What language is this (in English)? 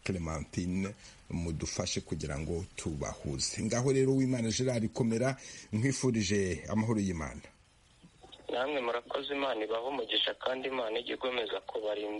Kinyarwanda